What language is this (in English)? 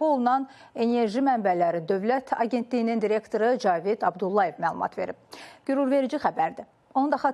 Azerbaijani